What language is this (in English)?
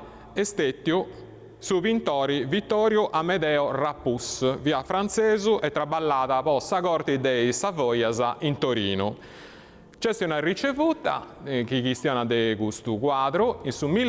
Sardinian